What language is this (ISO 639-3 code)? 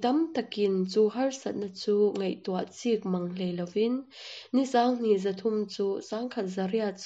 cnh